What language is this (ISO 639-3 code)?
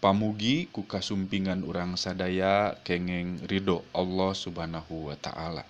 sun